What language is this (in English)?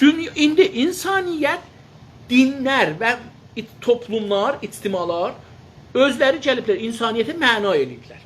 South Azerbaijani